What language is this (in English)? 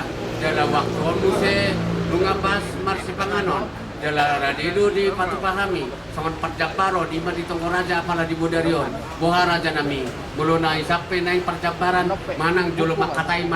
Batak Toba